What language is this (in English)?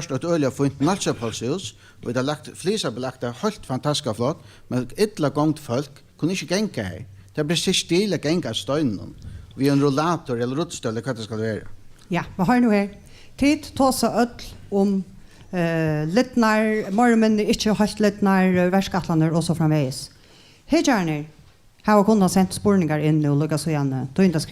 Faroese